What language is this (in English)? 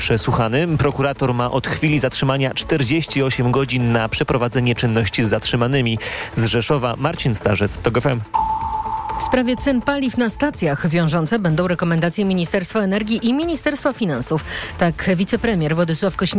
Polish